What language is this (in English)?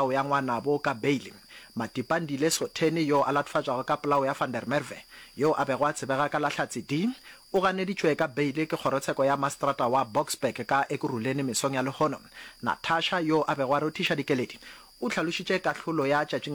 Northern Sotho